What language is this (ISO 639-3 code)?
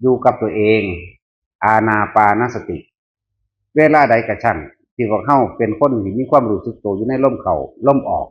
tts